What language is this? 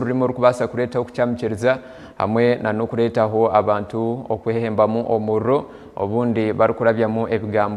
Nyankole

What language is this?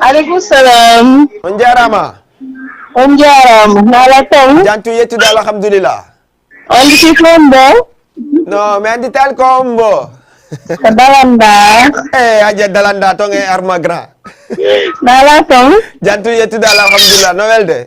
Fula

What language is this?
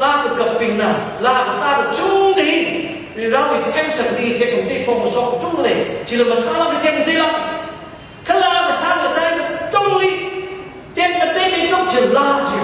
Tangkhul Naga (India)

